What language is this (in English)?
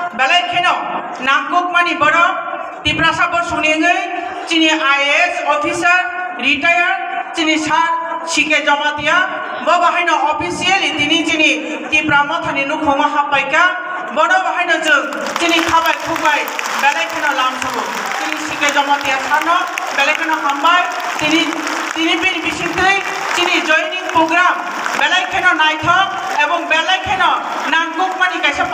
Kok Borok